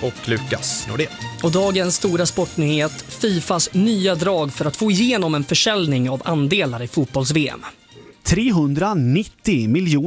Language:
Swedish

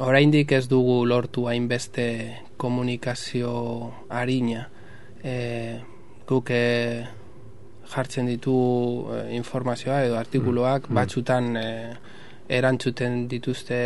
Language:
Basque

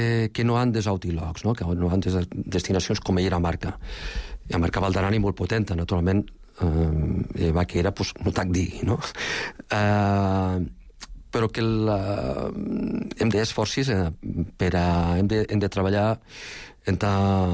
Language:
Catalan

